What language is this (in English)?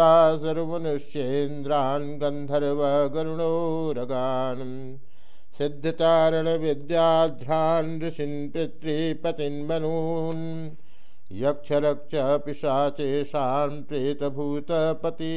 Sanskrit